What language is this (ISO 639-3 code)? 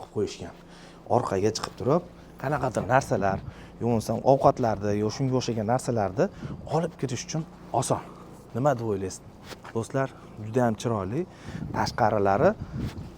uzb